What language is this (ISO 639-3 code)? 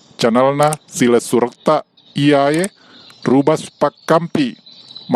bug